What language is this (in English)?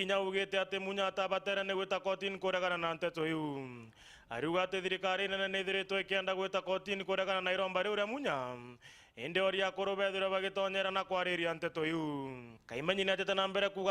Meru